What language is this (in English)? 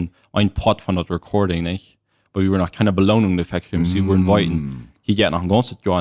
Plautdietsch